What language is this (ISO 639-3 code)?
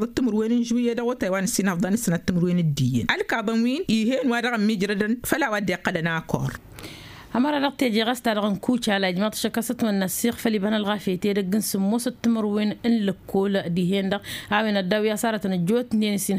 taq